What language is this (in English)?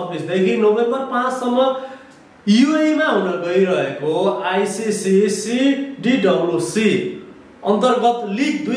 Nepali